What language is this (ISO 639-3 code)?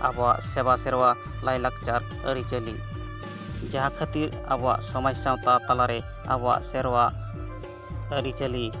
sat